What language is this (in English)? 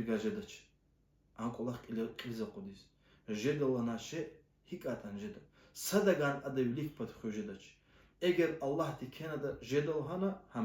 Lezghian